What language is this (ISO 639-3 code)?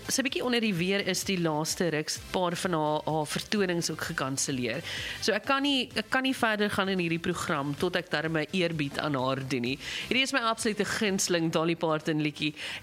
afr